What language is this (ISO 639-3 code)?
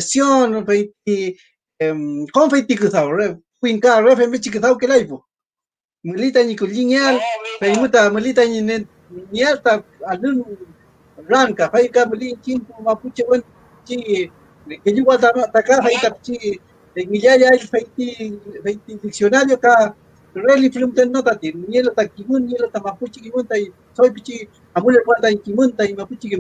arn